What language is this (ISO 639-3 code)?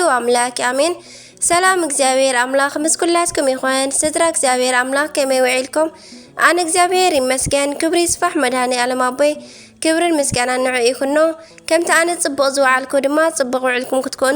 tir